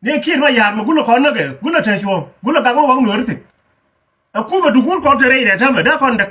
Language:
Nuer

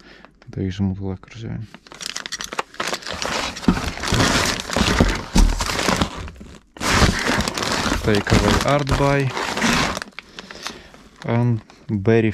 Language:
Dutch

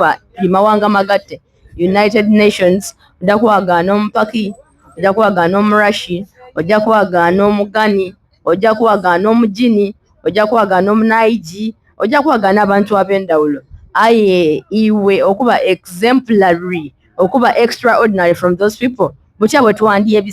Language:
Soga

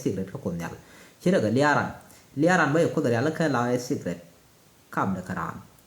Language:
Nuer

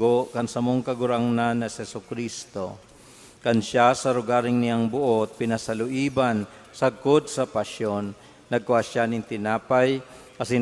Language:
Bikol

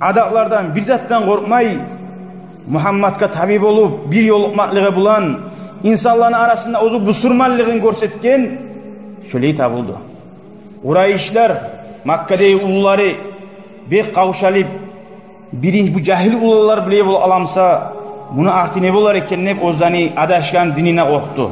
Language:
Kumyk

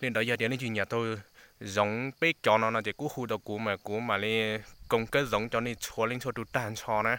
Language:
Hmong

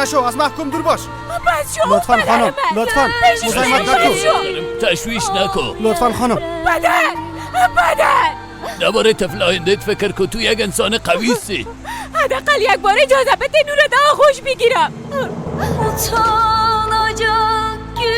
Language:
Persian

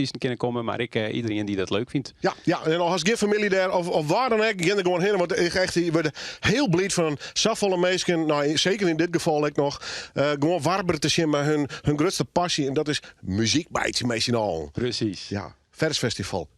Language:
Western Frisian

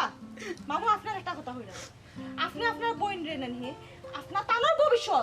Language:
Sylheti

